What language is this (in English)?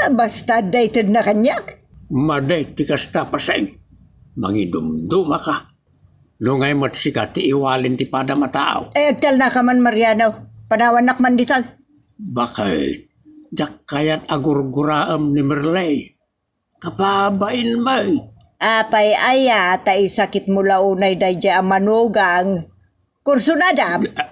Iloko